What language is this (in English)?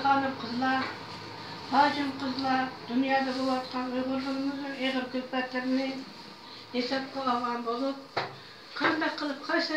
Uyghur